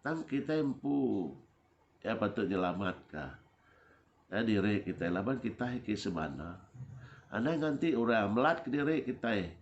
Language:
Iban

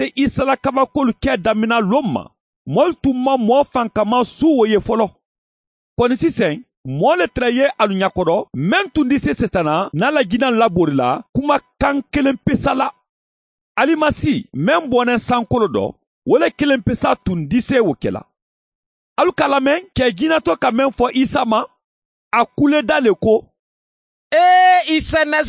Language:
Mandingo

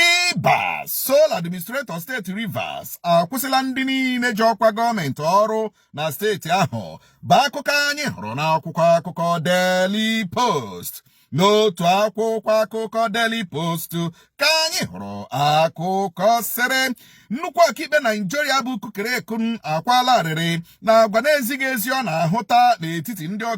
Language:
Igbo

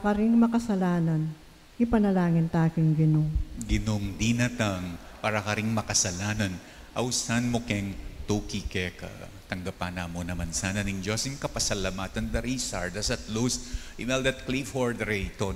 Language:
Pampanga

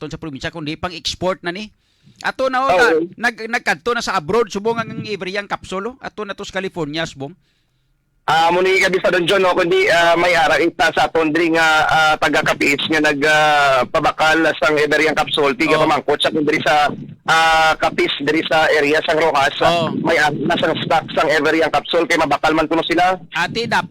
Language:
Hiligaynon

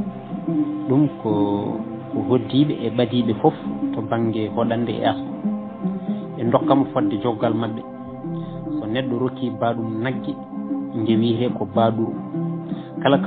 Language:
Fula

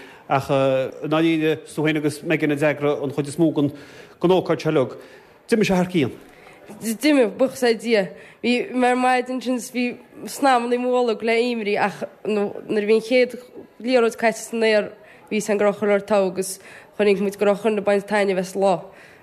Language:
Irish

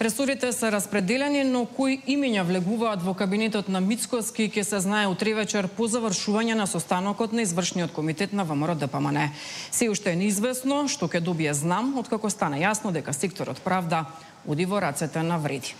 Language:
Macedonian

